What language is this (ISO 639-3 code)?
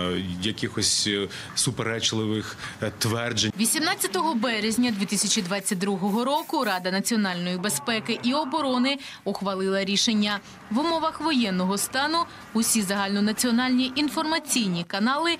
ukr